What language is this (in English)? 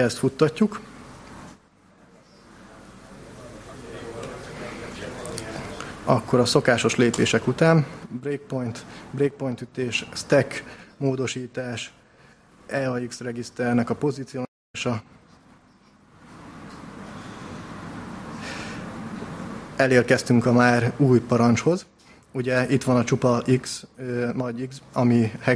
Hungarian